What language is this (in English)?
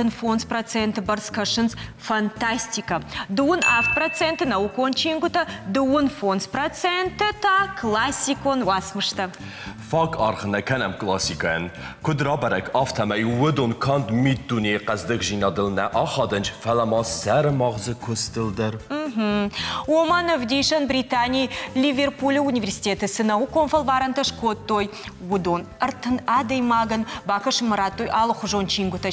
Ossetic